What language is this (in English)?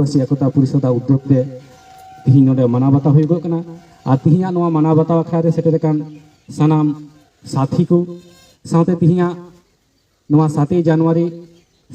Santali